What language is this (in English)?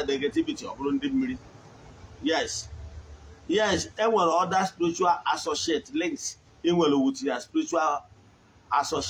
Igbo